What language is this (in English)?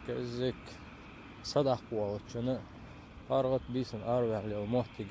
Ingush